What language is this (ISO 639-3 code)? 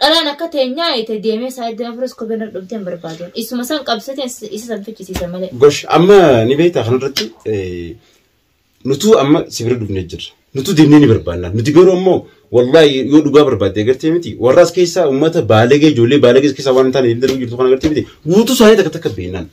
orm